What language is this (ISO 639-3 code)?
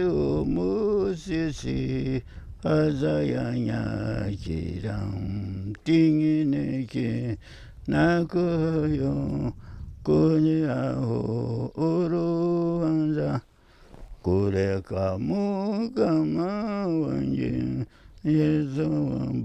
nyn